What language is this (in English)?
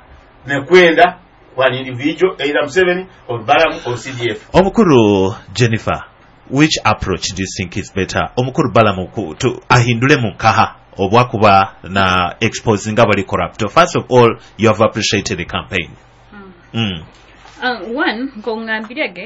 Nyoro